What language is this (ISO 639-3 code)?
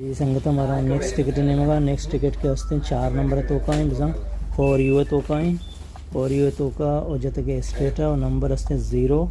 bal